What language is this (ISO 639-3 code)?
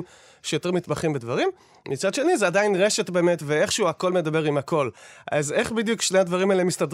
heb